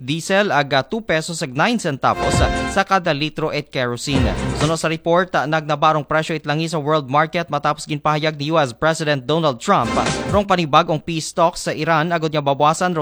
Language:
Aklanon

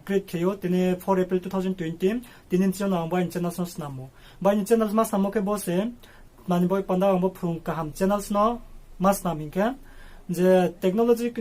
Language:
Riang (India)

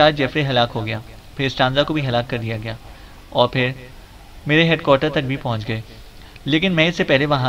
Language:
Urdu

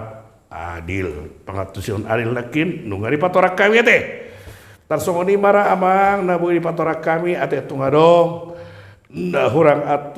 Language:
Batak Toba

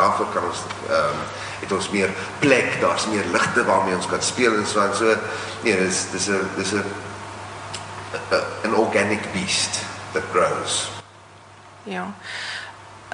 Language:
Afrikaans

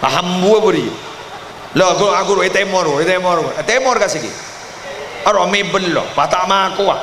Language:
Madurese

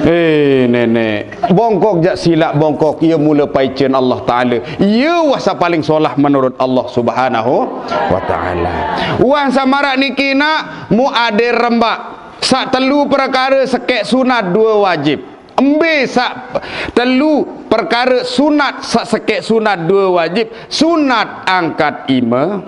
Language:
Sasak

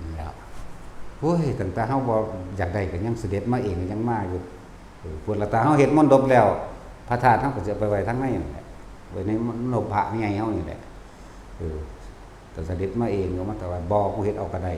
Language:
Northeastern Thai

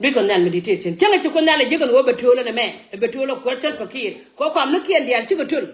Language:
Nuer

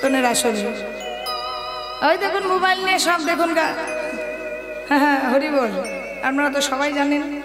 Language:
Bangla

